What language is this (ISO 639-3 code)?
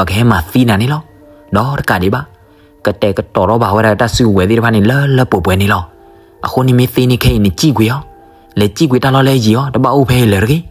ksw